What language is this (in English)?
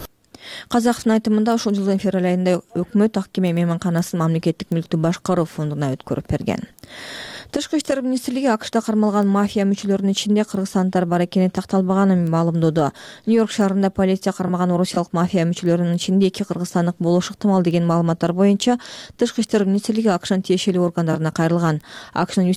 Kyrgyz